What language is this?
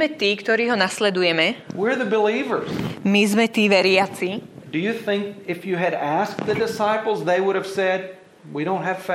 Slovak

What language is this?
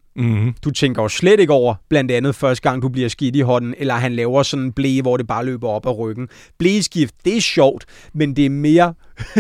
Danish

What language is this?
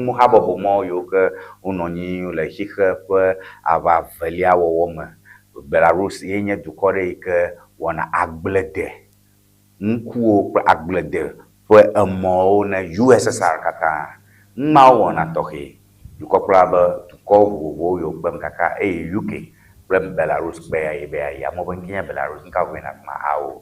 Ewe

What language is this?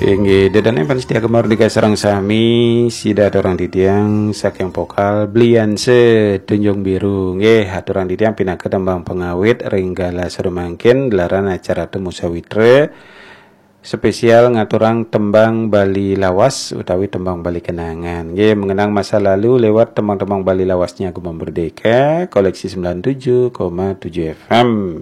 Balinese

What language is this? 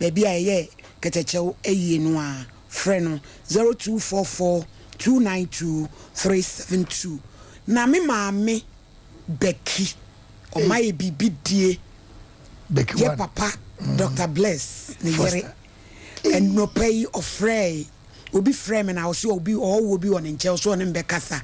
Akan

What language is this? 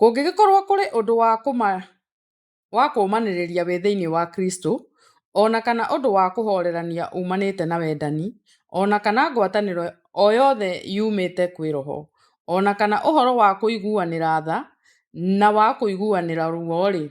Kikuyu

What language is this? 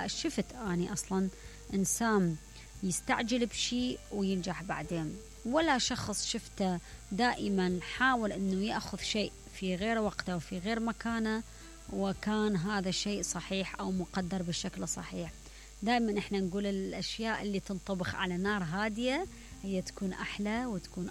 Mesopotamian Arabic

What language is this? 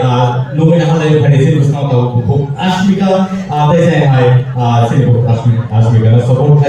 Kok Borok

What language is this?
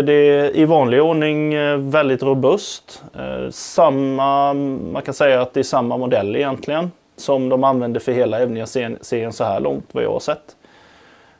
Swedish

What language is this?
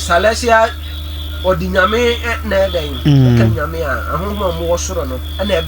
Akan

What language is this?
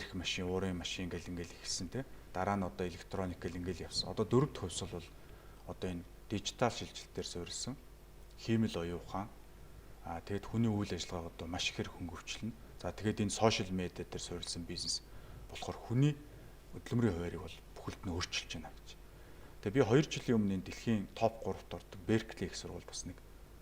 Mongolian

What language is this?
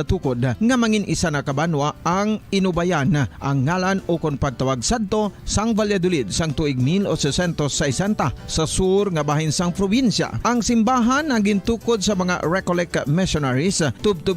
Hiligaynon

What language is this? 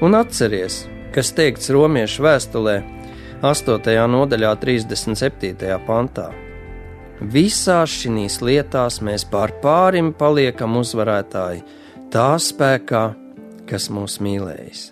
Latvian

